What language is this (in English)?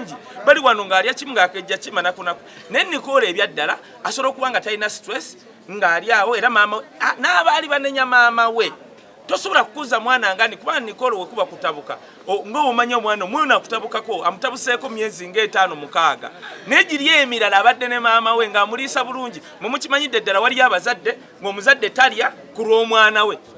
Ganda